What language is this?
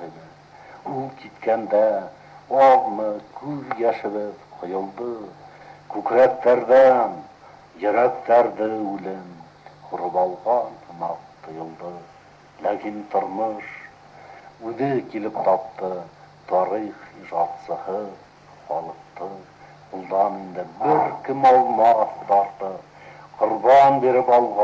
Bashkir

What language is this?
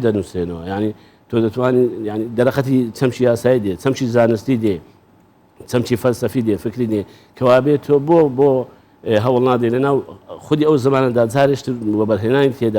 Central Kurdish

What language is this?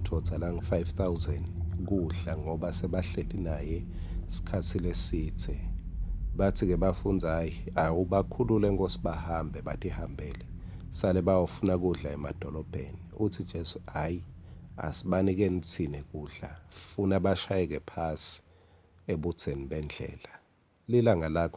Swati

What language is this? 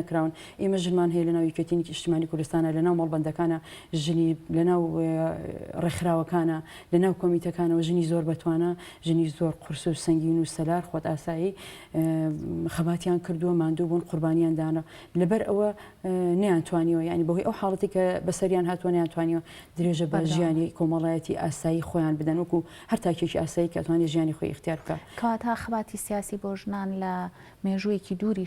Central Kurdish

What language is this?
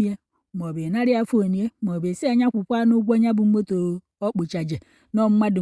Igbo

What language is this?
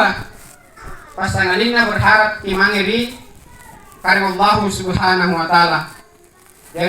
Makasar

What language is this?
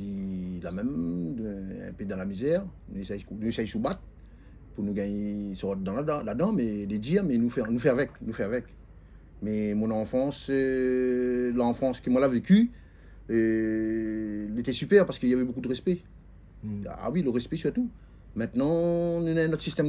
Réunion Creole French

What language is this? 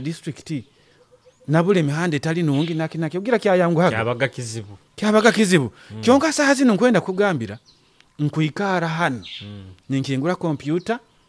Nyoro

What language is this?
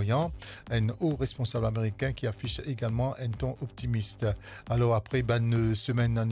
Morisyen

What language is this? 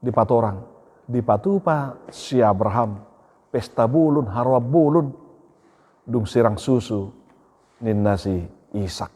Batak Toba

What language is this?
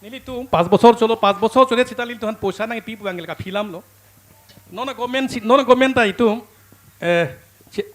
Karbi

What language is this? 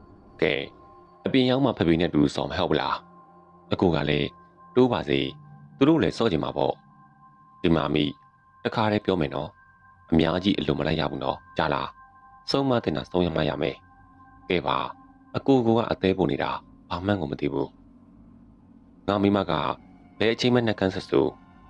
Burmese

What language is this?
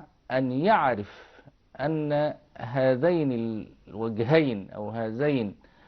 Egyptian Arabic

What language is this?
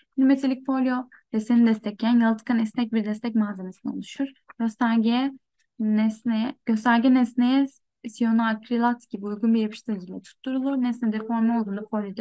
Turkish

